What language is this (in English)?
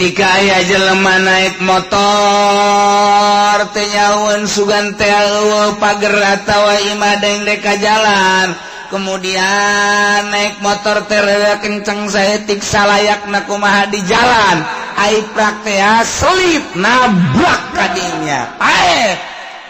Sundanese